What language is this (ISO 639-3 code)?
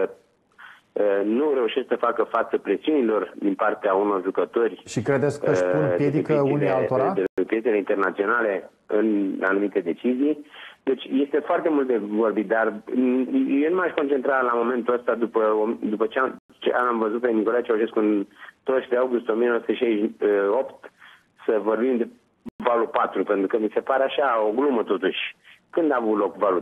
ron